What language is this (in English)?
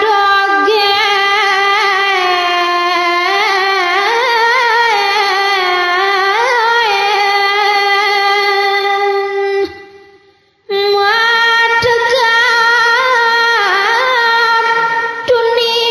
Balinese